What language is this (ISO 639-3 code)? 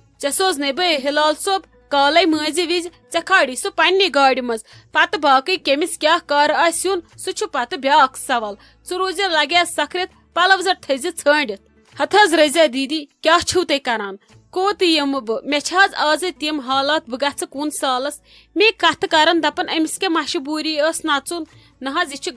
kas